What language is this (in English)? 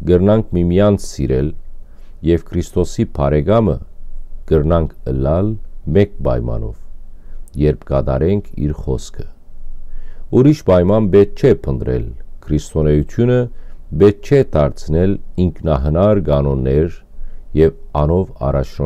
Western Armenian